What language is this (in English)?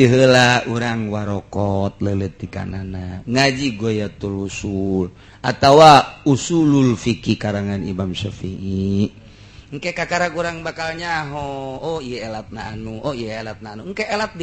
Sundanese